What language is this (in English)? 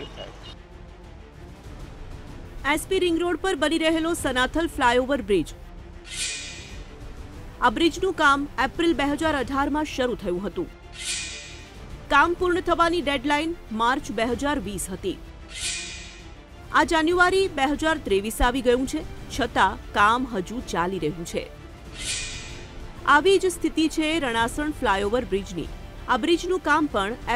Gujarati